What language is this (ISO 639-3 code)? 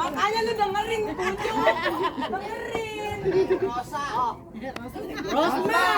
bew